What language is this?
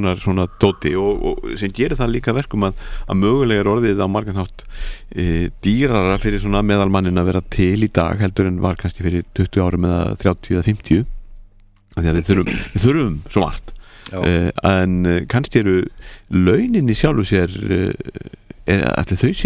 Icelandic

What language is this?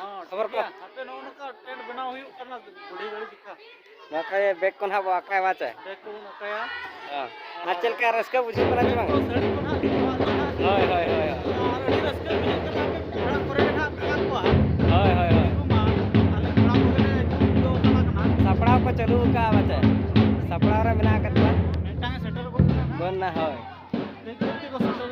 Santali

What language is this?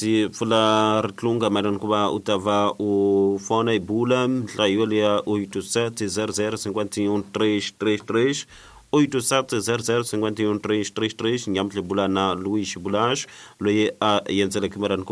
Tsonga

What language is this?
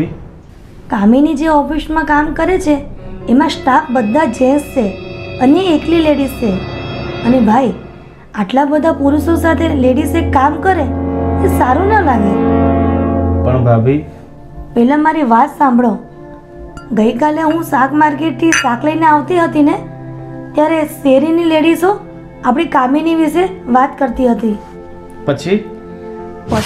Gujarati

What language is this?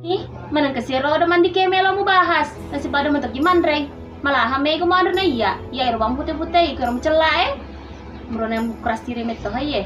Buginese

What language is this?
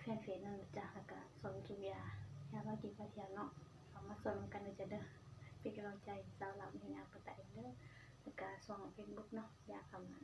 Northeastern Thai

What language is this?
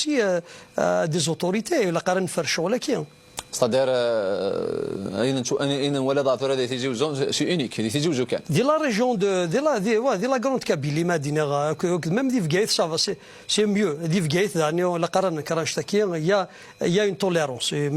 Kabyle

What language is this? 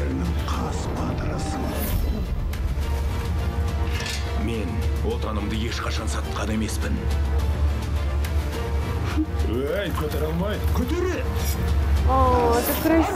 Kazakh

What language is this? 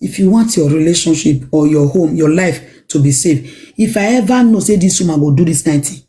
Nigerian Pidgin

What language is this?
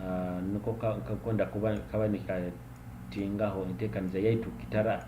Nyoro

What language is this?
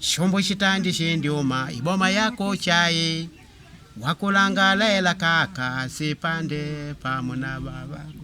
Makonde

